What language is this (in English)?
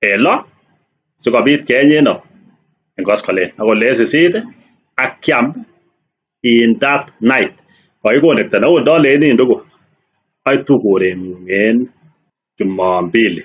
Kalenjin